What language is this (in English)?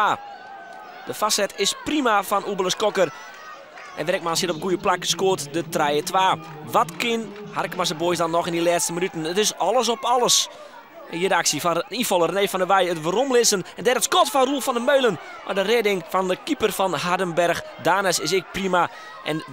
Western Frisian